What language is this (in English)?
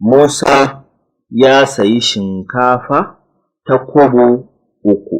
Hausa